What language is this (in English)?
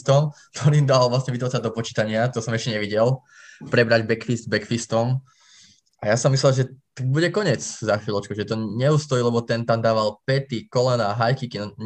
Slovak